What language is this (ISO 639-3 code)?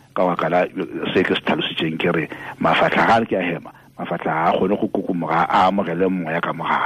tsn